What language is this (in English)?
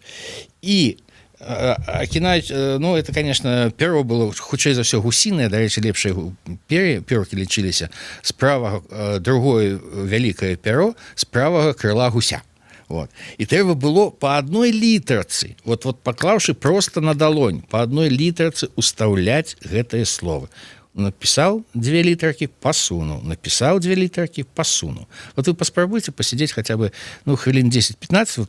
Belarusian